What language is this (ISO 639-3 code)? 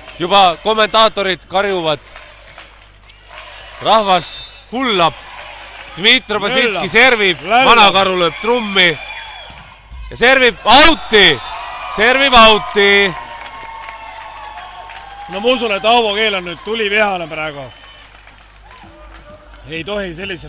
est